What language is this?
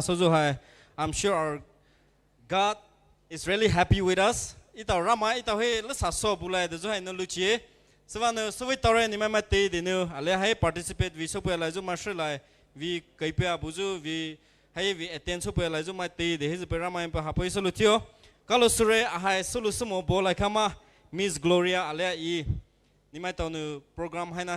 Poumei Naga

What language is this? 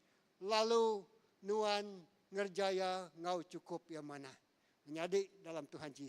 Iban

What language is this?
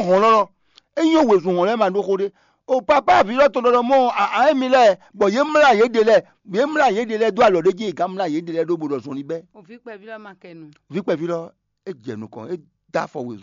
Fon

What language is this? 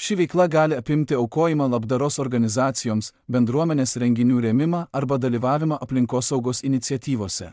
Lithuanian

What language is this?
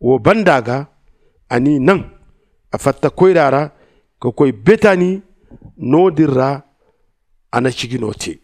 Zarma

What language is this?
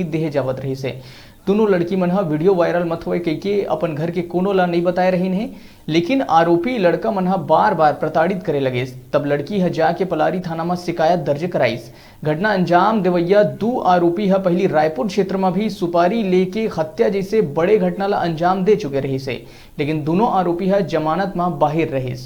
Chhattisgarhi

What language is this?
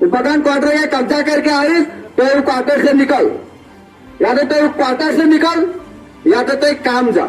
Sadri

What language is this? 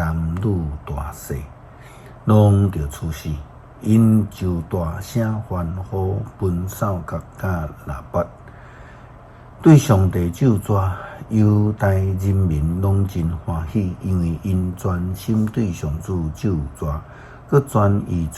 Min Nan Chinese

